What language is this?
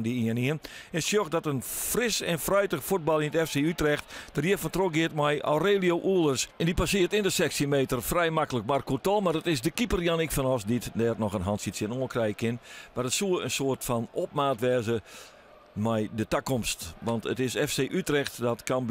Western Frisian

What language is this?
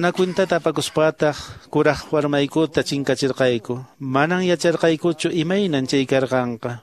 Quechua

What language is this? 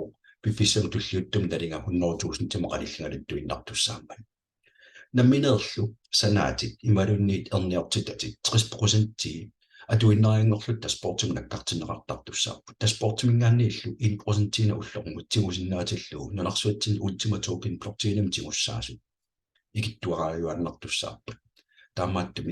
Kalaallisut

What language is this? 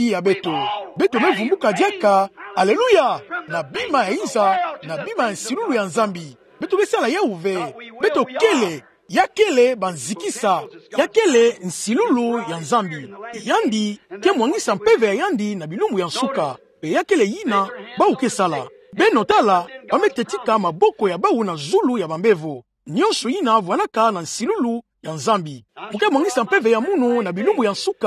Kituba (Democratic Republic of Congo)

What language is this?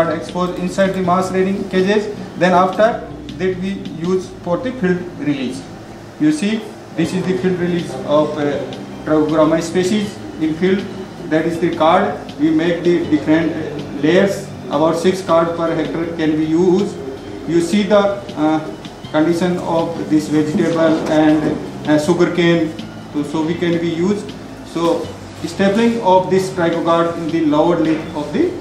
English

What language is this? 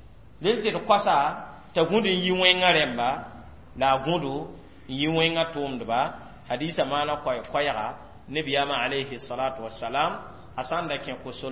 Mossi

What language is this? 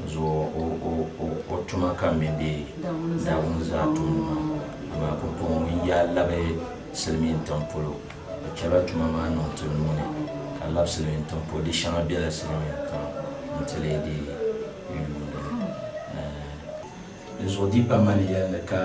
Dagbani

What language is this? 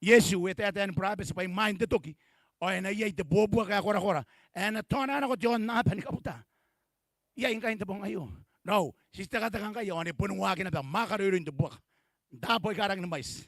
Gilbertese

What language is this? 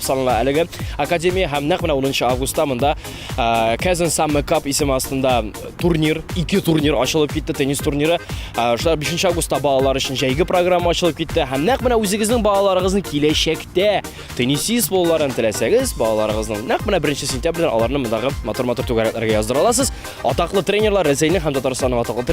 Tatar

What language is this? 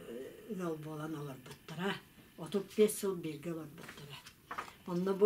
Yakut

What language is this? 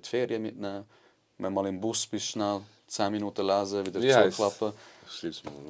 Swiss German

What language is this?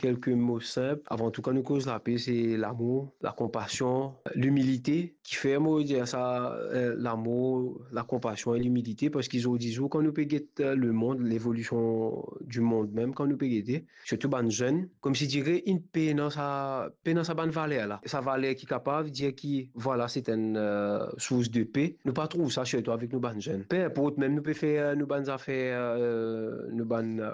Morisyen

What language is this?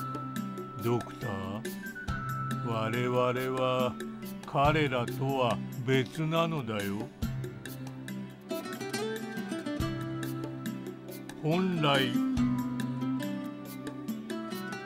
Japanese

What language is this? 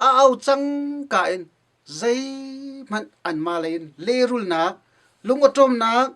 Hakha Chin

